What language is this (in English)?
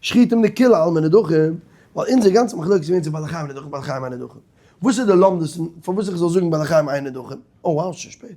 Yiddish